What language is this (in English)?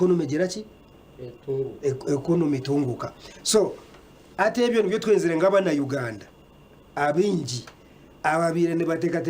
Nyankole